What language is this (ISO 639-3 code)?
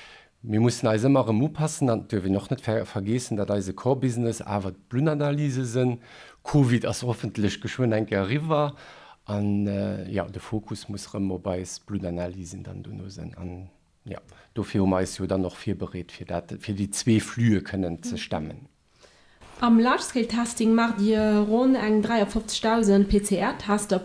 ltz